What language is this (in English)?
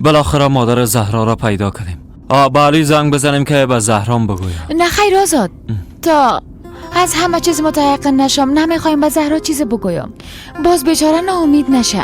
Persian